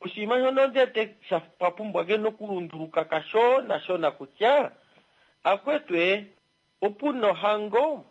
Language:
Kuanyama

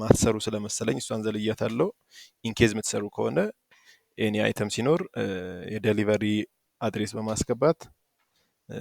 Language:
Amharic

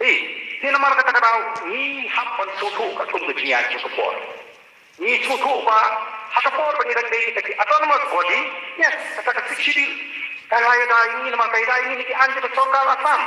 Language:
Khasi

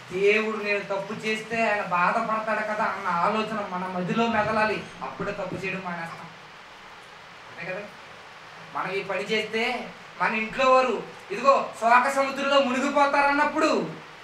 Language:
Telugu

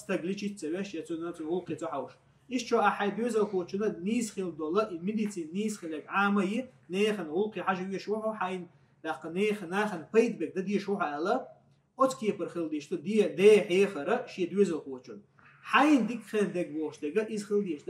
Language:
Chechen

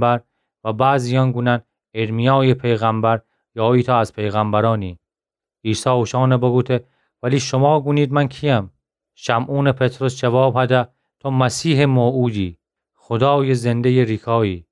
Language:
Gilaki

